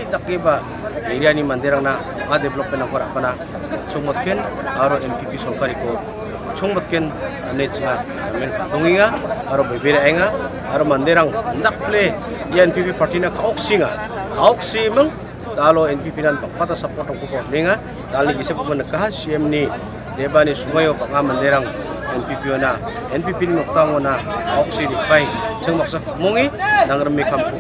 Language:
Garo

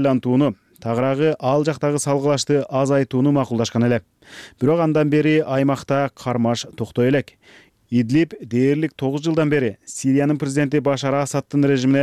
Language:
Kyrgyz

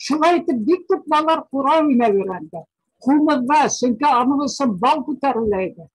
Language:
Bashkir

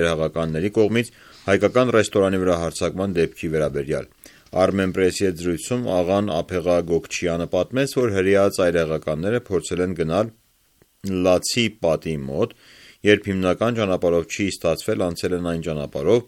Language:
Armenian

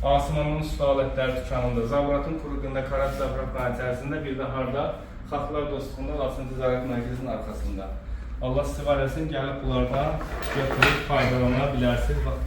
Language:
Azerbaijani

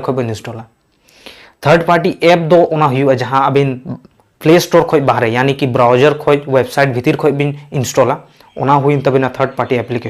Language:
Santali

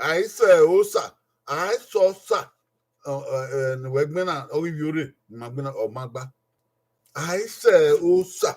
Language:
Bini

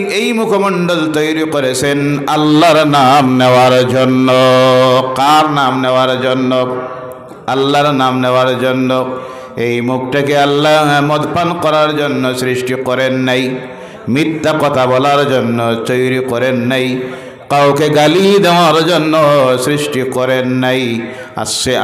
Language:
Bangla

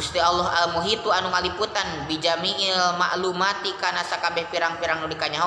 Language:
Sundanese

